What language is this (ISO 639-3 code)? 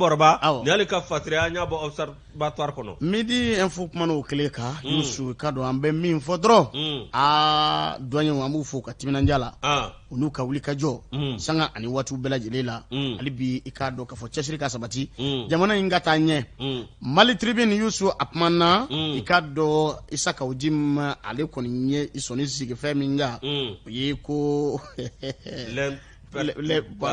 bam